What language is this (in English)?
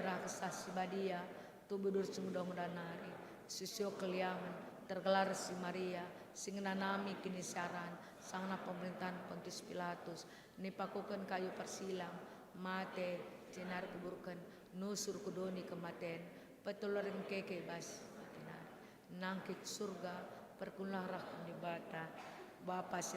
Batak Karo